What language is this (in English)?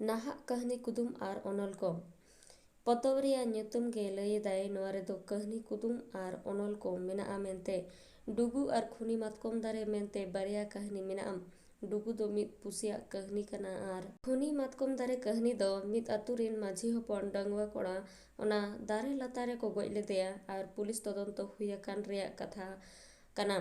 Santali